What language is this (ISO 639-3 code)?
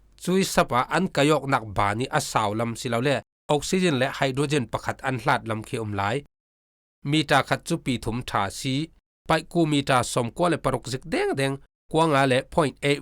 cfm